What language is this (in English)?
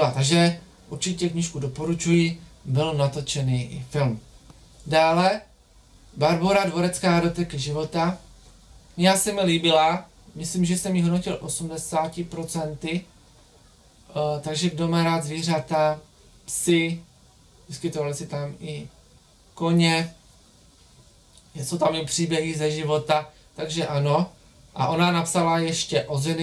Czech